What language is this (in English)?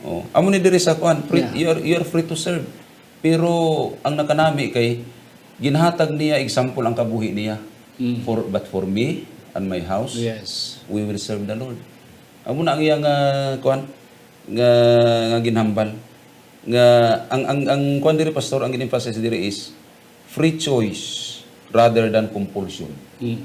Hiligaynon